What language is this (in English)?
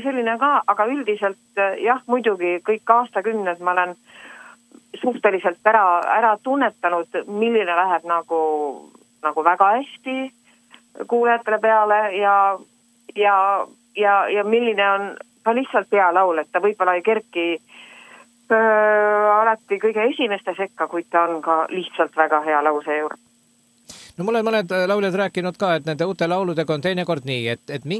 Estonian